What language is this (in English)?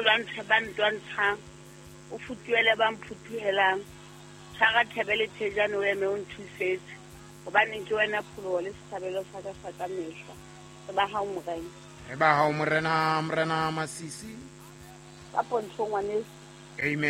Southern Sotho